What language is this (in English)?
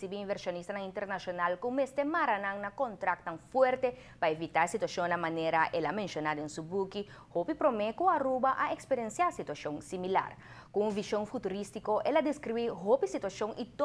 Papiamento